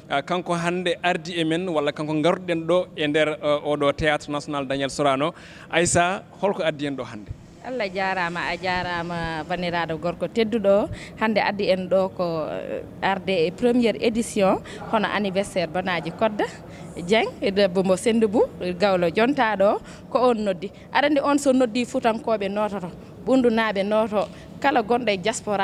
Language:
Fula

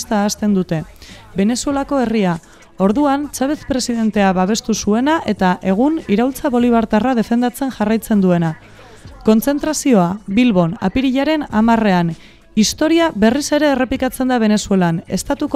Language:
Basque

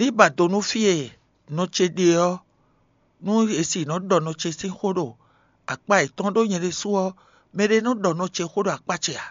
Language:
Fon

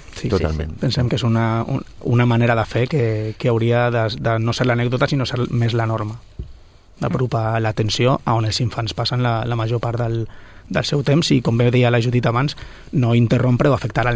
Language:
Catalan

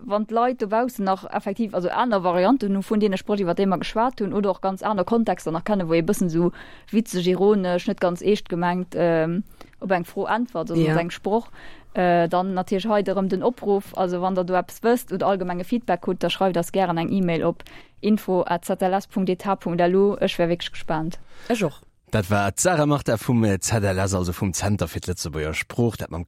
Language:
Luxembourgish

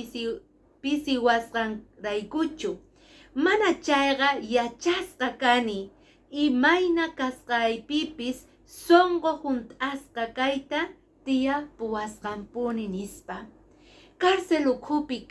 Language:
Quechua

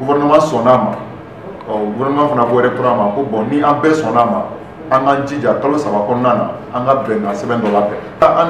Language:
Bambara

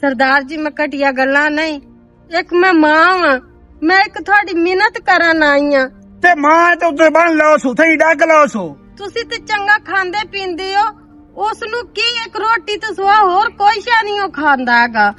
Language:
Western Panjabi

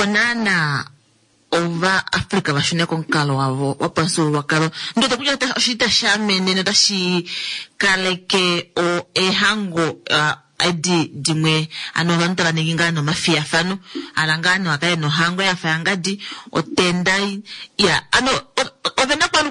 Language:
Kuanyama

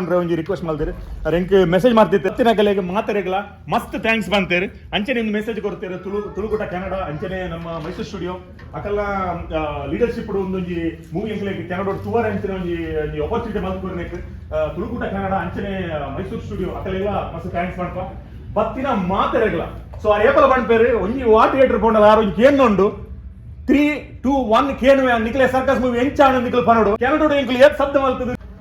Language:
Tulu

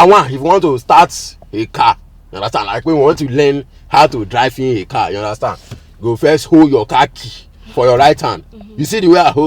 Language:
Nigerian Pidgin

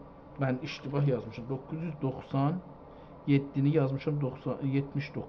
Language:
South Azerbaijani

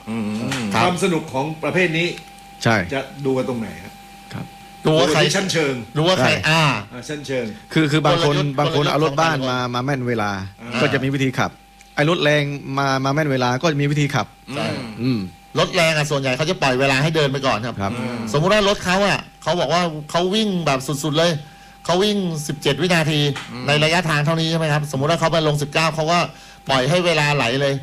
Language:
Thai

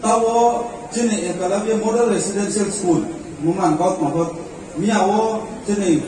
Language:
Riang (India)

